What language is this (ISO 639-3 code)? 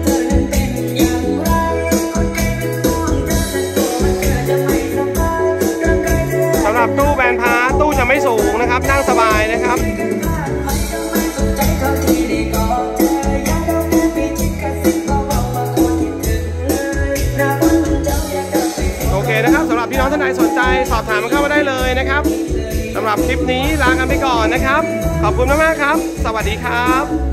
tha